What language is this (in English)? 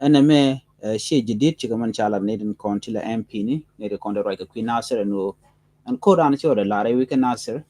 Nuer